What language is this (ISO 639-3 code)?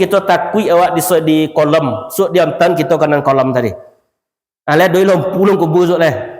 min